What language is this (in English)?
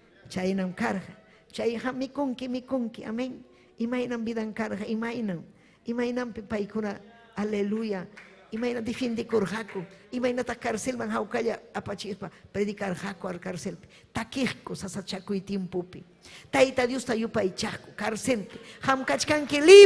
Ayacucho Quechua